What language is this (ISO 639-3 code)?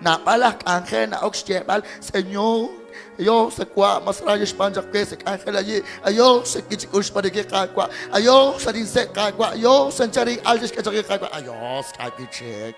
kek